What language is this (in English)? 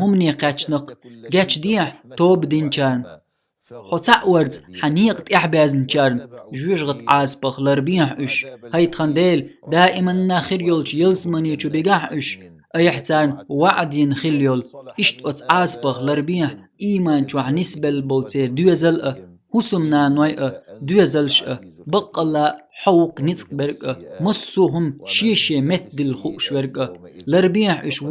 Chechen